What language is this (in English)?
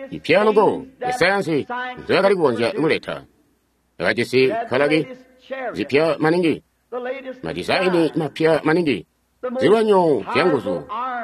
Tonga (Zambia)